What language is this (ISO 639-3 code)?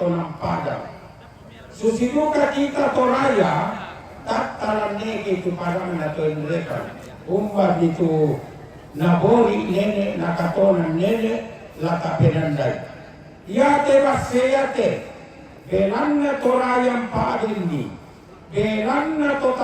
sda